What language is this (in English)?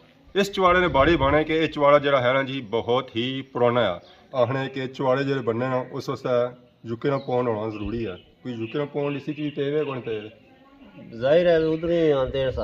Pahari-Potwari